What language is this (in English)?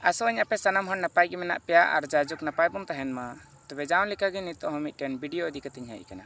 Santali